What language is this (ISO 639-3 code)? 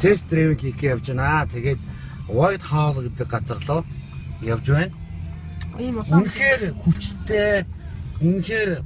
mon